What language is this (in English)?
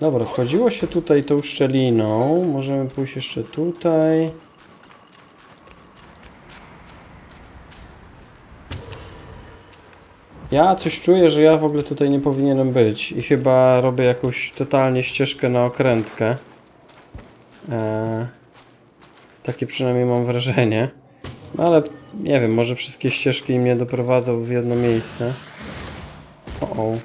Polish